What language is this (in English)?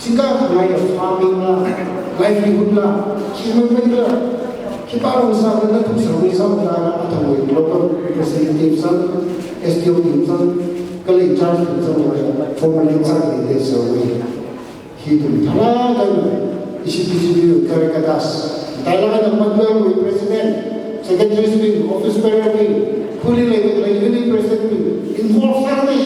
Tangkhul Naga (India)